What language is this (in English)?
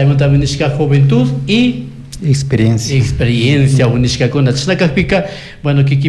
Chimborazo Highland Quichua